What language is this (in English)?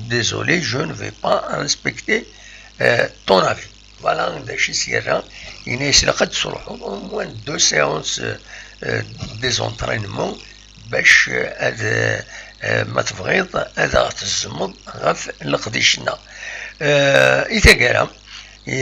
Kabyle